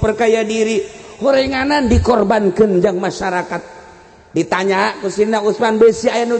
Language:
Sundanese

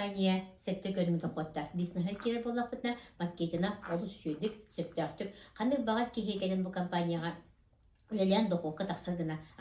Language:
Yakut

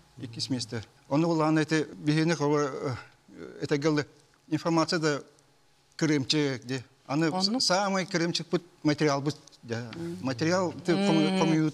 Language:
Yakut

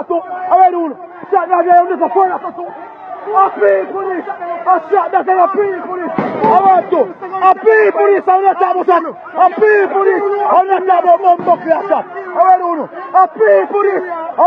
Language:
Jamaican Creole English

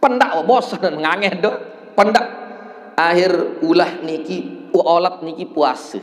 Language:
Sasak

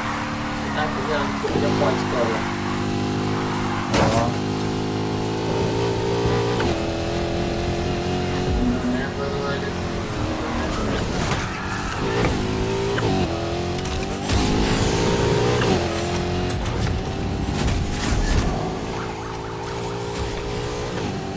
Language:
Malay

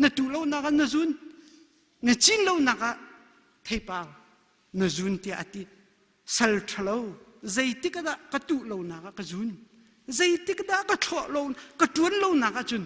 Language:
Hakha Chin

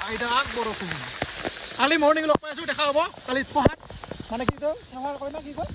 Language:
Assamese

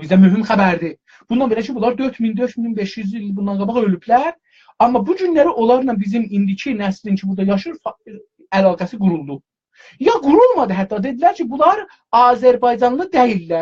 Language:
South Azerbaijani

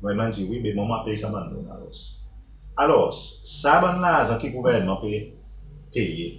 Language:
Seselwa Creole French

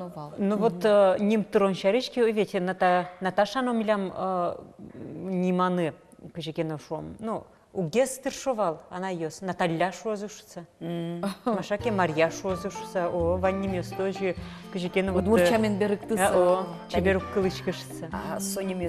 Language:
Udmurt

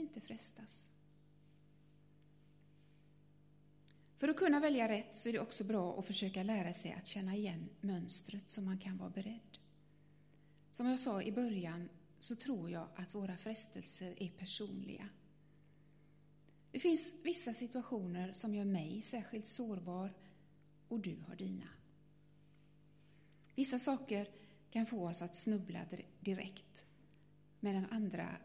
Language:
Swedish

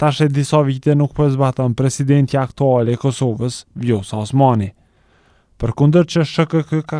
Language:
Albanian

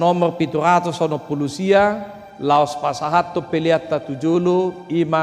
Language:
Batak Toba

